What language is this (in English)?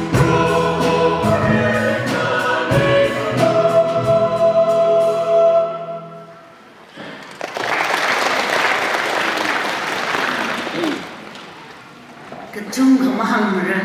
Tangkhul Naga (India)